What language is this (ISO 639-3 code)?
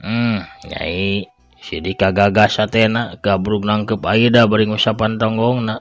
sun